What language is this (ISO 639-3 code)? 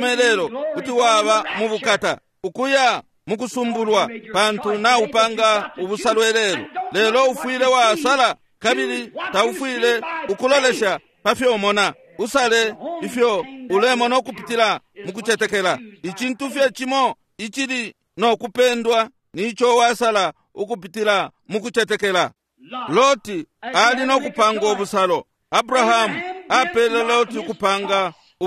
bem